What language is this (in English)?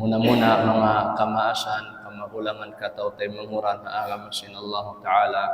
Tausug